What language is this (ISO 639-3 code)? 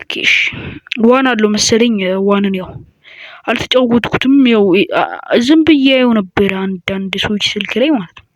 amh